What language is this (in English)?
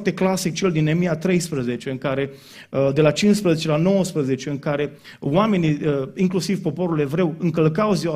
Romanian